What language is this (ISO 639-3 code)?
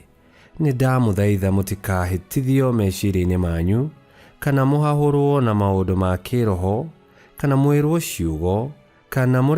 kik